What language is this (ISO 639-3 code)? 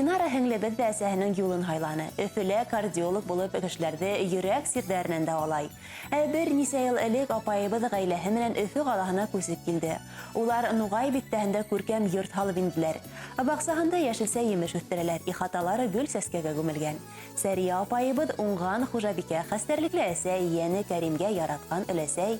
bak